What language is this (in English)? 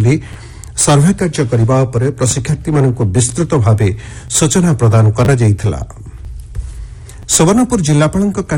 Odia